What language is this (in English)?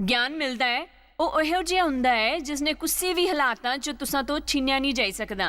Dogri